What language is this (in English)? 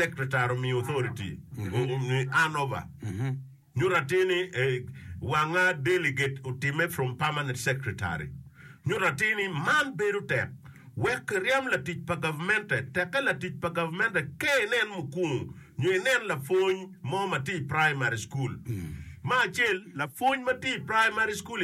Acoli